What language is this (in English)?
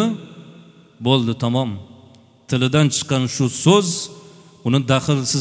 Uzbek